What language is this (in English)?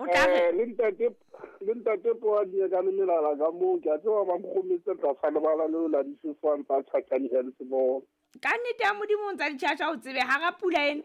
Southern Sotho